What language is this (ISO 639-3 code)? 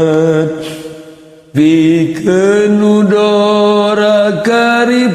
sun